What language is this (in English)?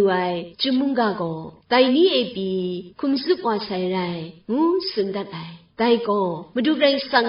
Kachin